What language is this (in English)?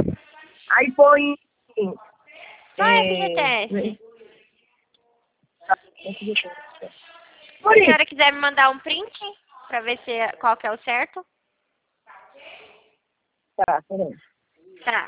Portuguese